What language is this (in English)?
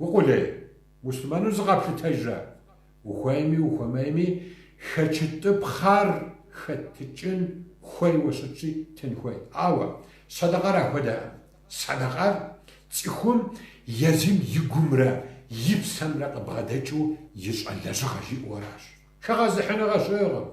Kabardian